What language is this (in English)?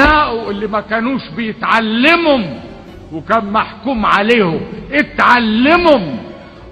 Egyptian Arabic